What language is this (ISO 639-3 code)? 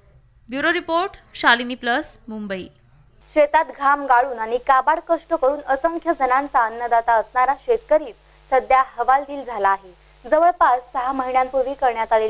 mar